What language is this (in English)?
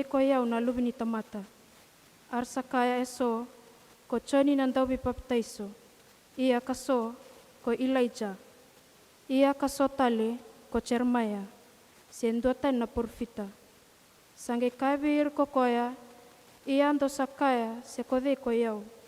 Fijian